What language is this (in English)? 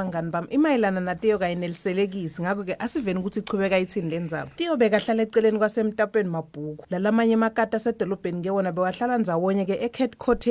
Swati